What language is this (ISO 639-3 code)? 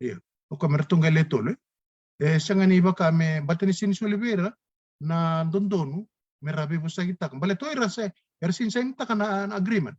fij